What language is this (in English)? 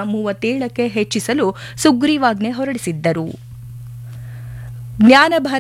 Kannada